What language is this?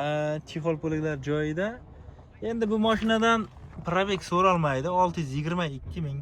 Uzbek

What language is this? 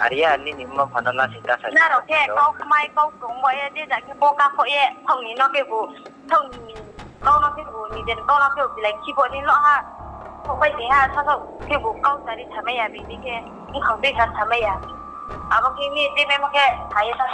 Riang (India)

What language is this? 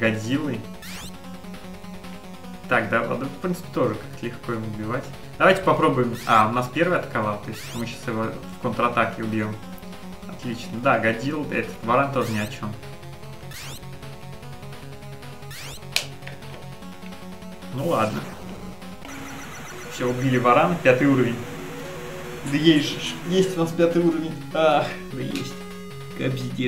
Russian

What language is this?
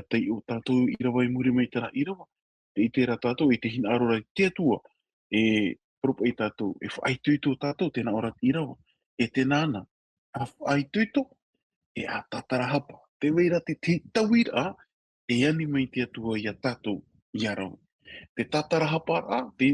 Tahitian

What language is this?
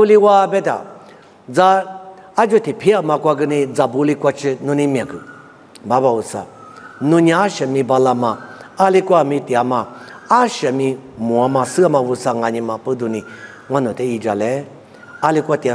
Lisu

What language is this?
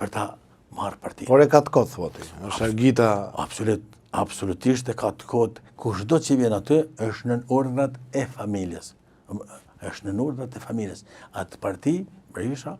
Albanian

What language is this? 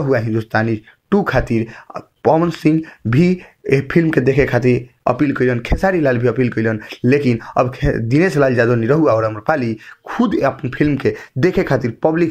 Bhojpuri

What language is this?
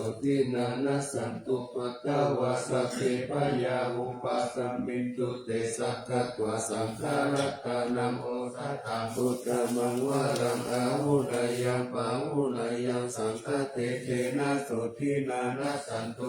Pali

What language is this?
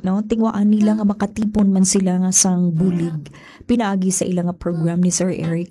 Hiligaynon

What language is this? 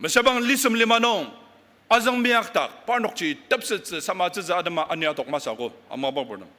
Ao Naga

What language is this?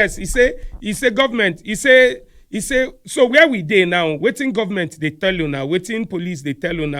Nigerian Pidgin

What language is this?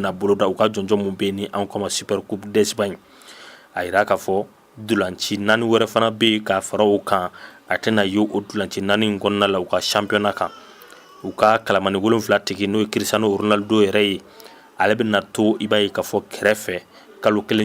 Bambara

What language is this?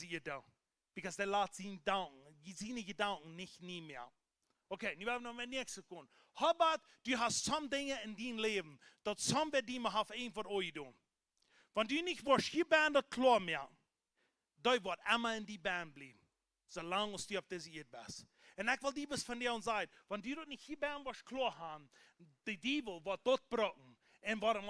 Plautdietsch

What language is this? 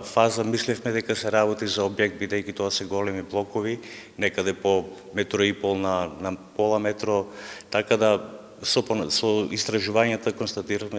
Macedonian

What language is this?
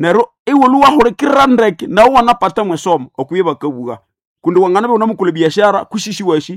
Nande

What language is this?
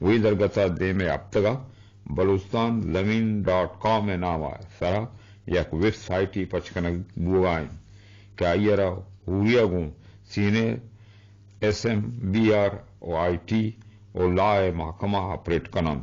Eastern Balochi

